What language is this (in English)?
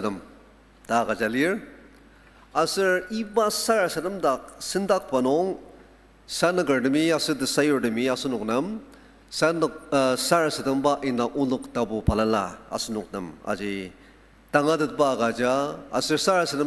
Ao Naga